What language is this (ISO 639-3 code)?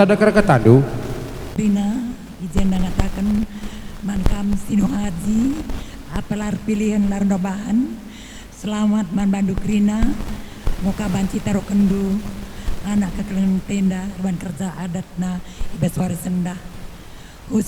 btx